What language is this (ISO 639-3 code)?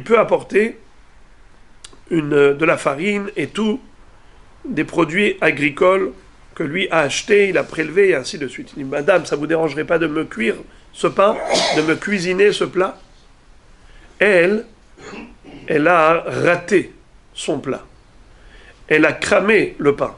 fra